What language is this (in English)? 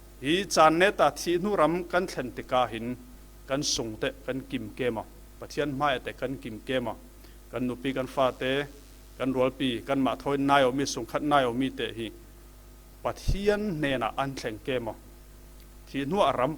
Falam Chin